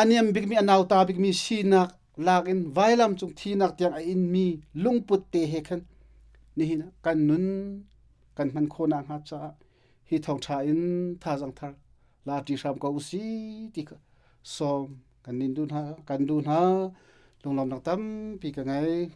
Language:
Hakha Chin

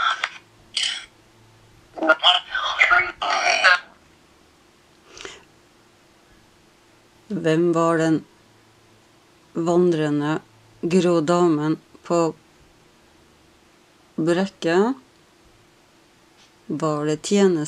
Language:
Norwegian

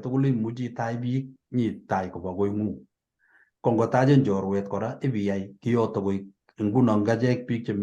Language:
Kalenjin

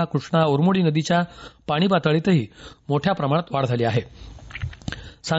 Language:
Marathi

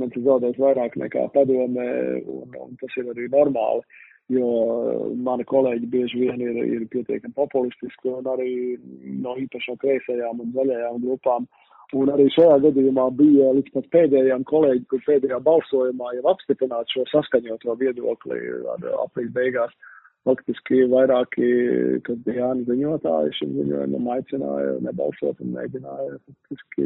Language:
Latvian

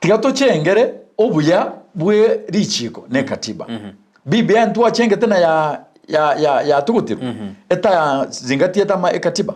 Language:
Gusii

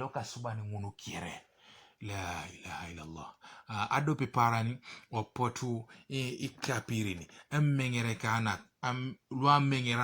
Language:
Teso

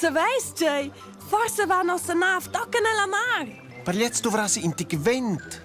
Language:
Romansh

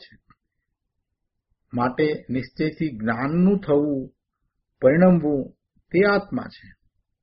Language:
Gujarati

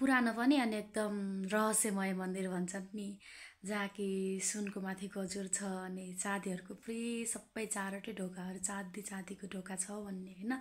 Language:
Nepali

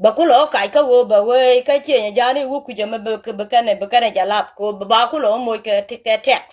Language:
Nuer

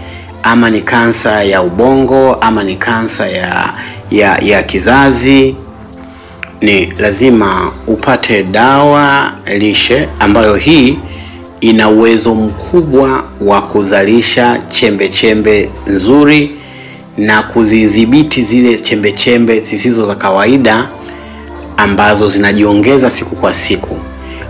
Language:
Swahili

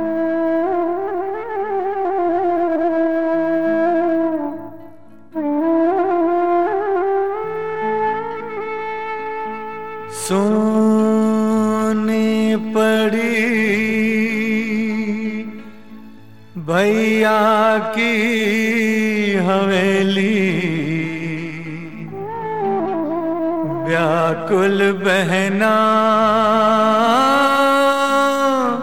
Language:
Hindi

